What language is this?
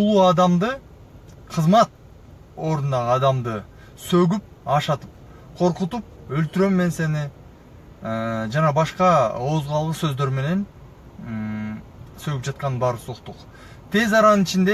Kyrgyz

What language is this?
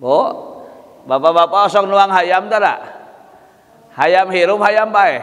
Sundanese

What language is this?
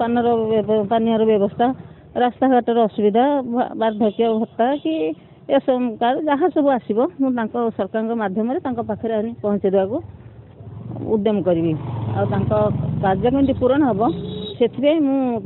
Odia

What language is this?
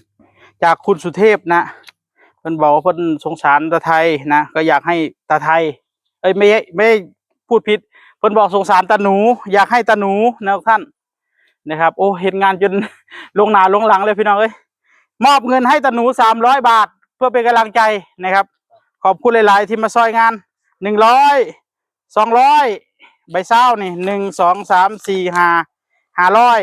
Northeastern Thai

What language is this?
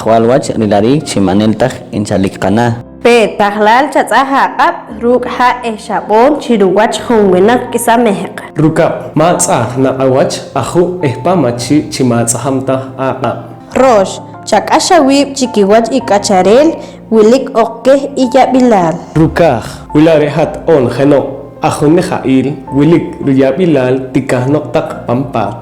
Poqomchi'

